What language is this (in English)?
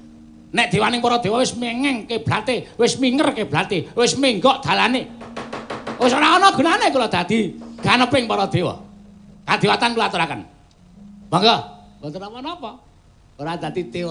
Javanese